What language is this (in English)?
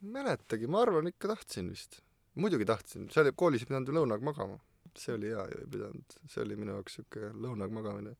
Estonian